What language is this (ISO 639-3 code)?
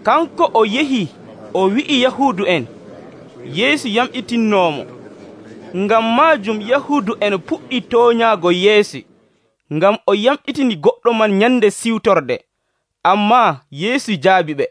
fuv